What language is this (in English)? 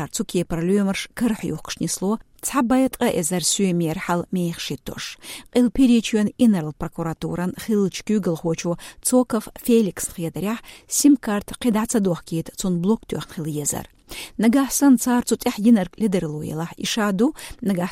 Chechen